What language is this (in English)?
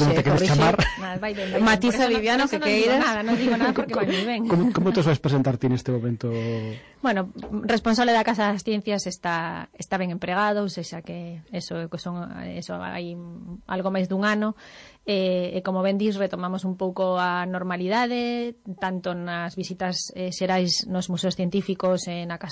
Galician